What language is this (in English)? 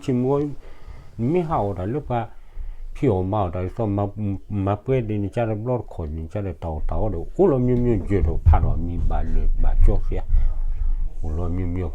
S'gaw Karen